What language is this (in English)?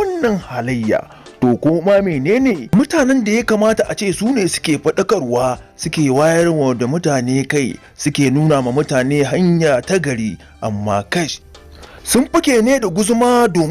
Hausa